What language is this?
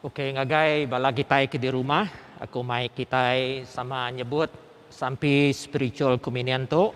Iban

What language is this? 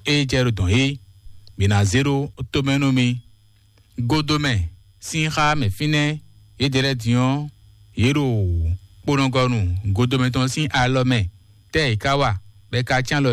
Fon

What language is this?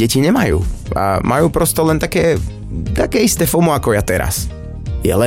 Slovak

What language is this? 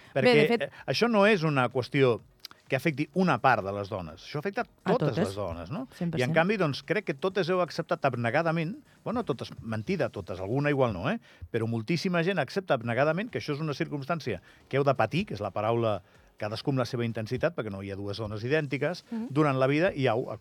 Catalan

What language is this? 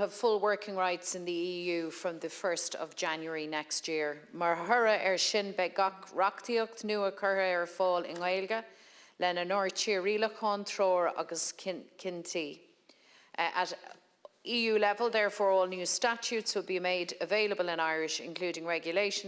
Irish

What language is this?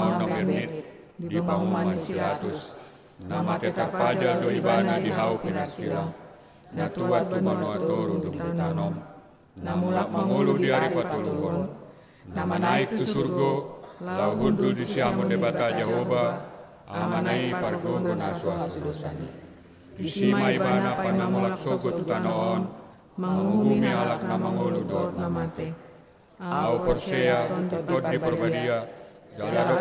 Batak Toba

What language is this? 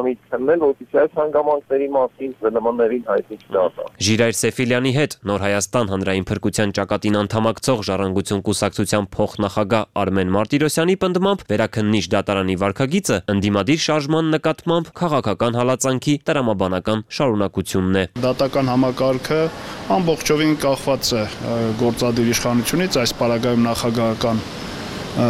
Armenian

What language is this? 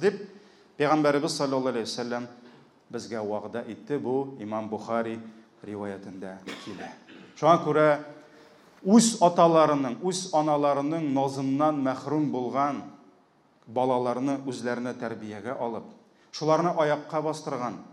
Tatar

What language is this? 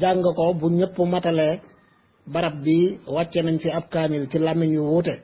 Wolof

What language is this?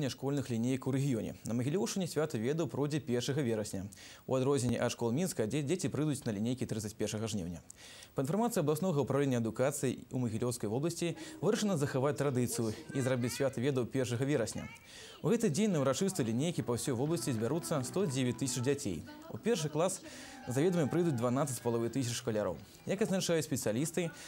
Belarusian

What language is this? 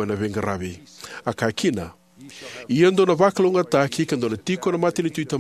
Fijian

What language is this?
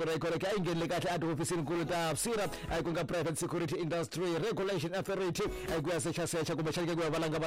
Tsonga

